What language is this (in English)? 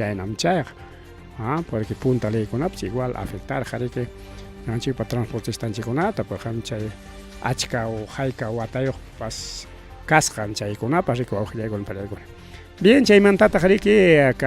Ayacucho Quechua